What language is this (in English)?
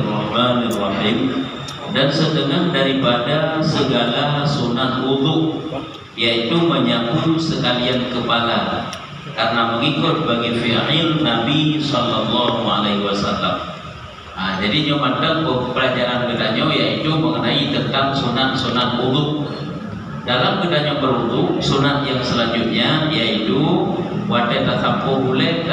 Malay